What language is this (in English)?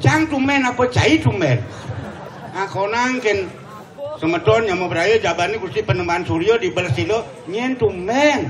Balinese